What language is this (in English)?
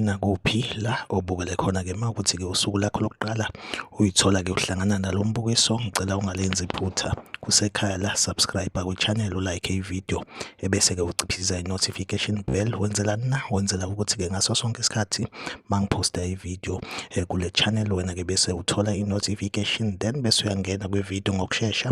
Zulu